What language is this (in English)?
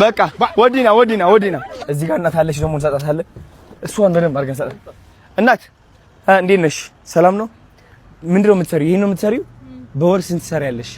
Amharic